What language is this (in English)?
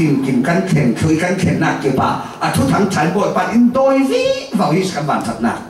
Falam Chin